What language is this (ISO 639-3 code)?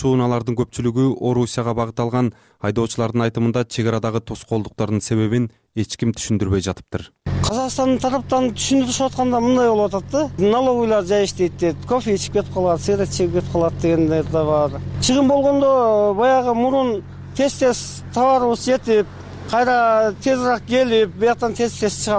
kir